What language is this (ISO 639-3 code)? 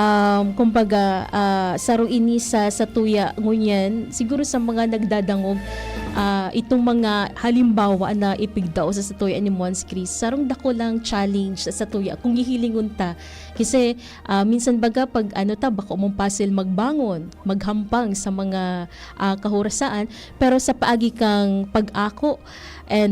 bik